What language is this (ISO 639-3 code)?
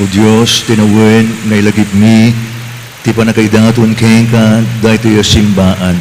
ilo